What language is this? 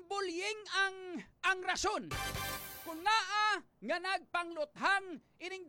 Hiligaynon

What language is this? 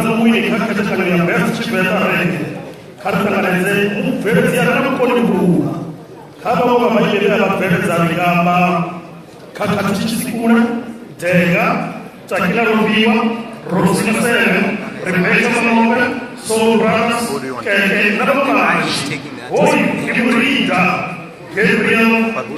Venda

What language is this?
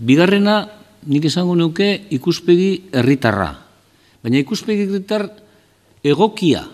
Basque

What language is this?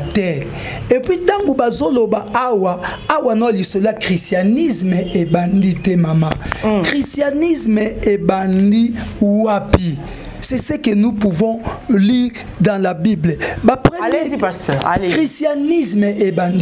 Lingala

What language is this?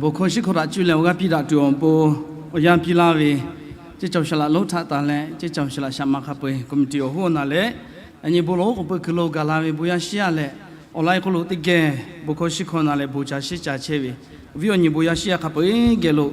Lahu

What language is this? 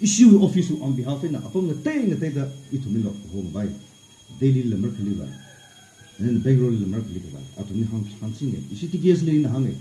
Tangkhul Naga (India)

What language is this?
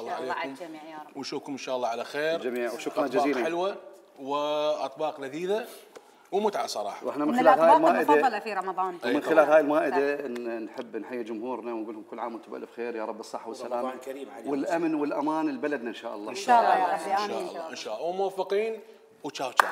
Mesopotamian Arabic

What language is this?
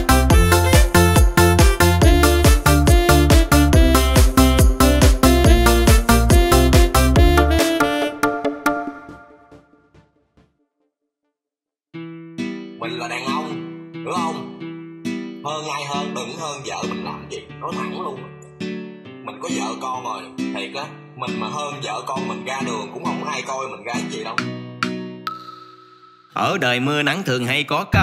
Vietnamese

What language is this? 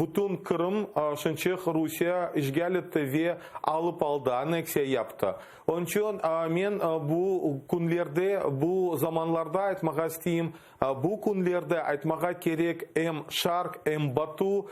Crimean Tatar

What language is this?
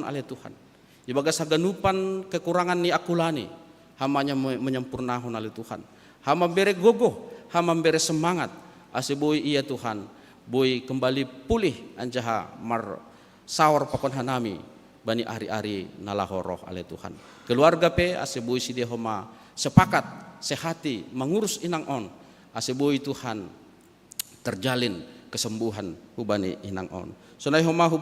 Batak Simalungun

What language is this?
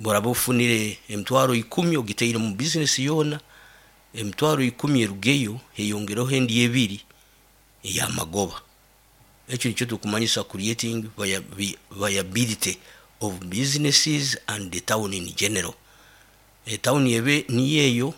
Nyoro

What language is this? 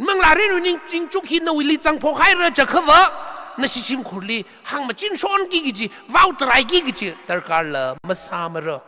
Tangkhul Naga (India)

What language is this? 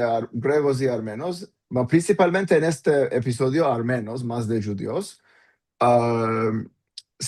Ladino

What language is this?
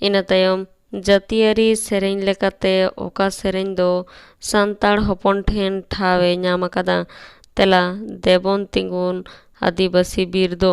Santali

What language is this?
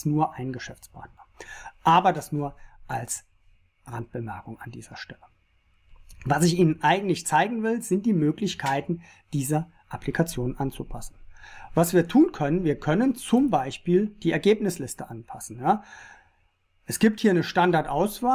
German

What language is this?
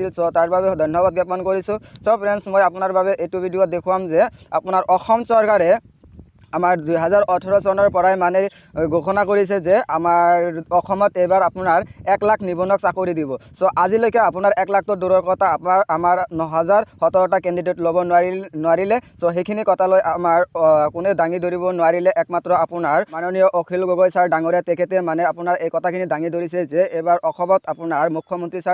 Assamese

